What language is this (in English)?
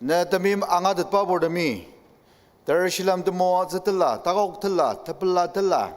Ao Naga